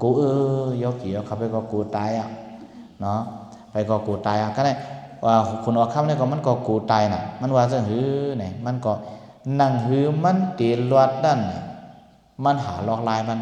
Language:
Shan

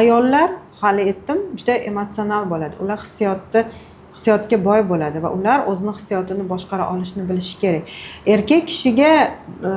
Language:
Uzbek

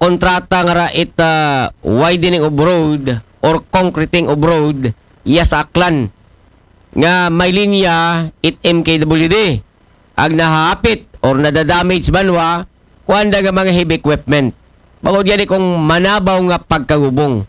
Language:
Aklanon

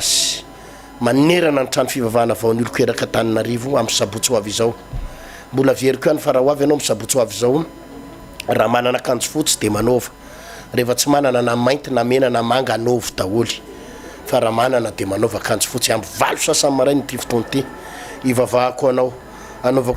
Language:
Malagasy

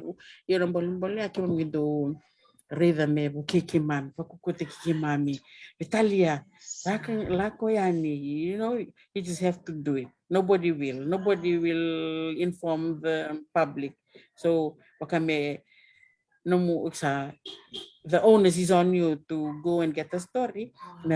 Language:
Fijian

